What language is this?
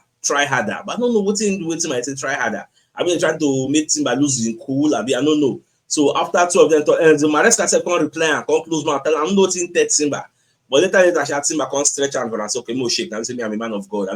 Nigerian Pidgin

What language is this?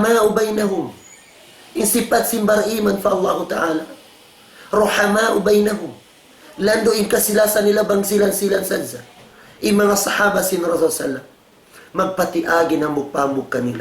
Tausug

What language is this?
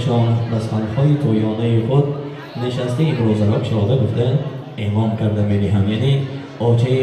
Tajik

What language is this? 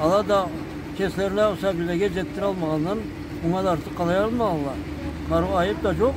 Karachay-Balkar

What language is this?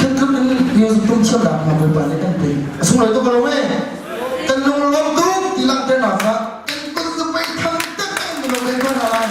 Hakha Chin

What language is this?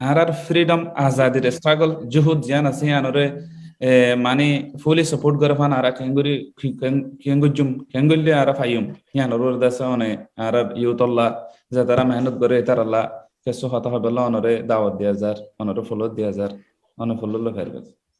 Rohingya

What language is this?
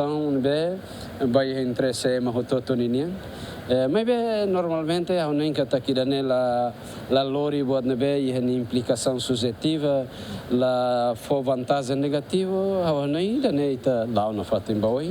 Tetum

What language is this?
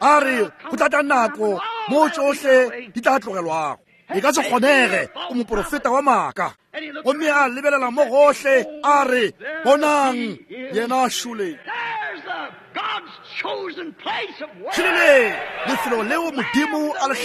Northern Sotho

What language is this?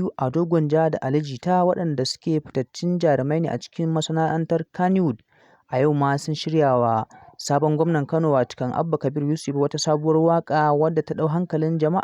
Hausa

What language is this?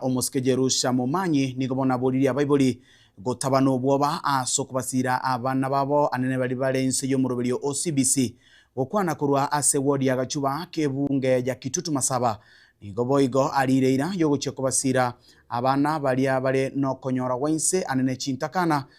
Gusii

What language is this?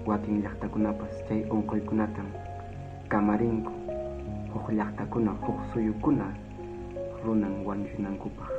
Quechua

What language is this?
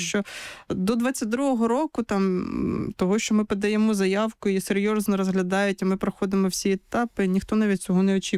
Ukrainian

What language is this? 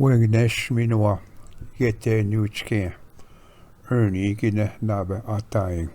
Ojibwa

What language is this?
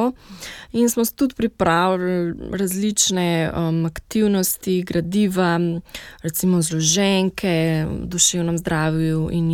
Slovenian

